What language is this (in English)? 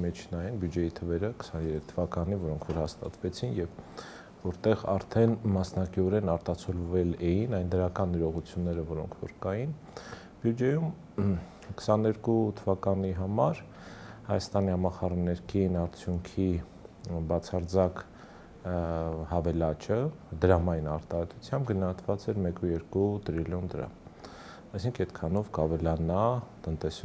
Armenian